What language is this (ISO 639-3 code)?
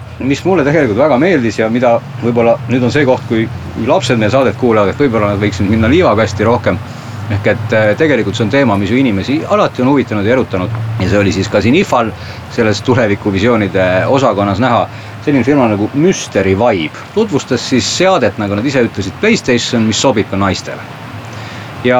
est